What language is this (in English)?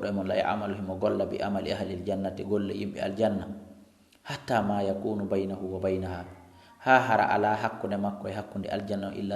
Fula